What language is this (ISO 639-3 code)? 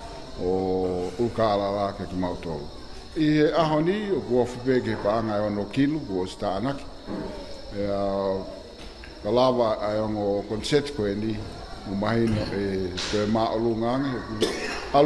ton